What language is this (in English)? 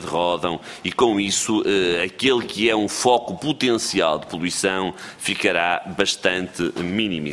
Portuguese